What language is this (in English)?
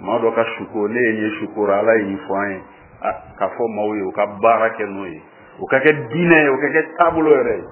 Bambara